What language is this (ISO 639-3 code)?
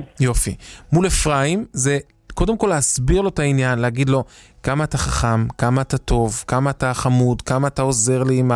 heb